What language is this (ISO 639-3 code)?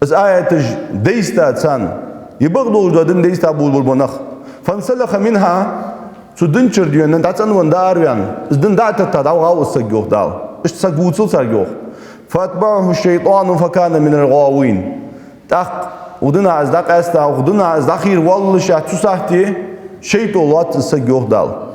inh